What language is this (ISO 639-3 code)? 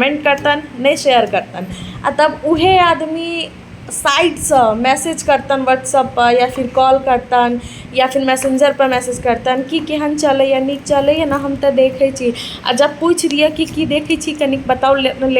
mai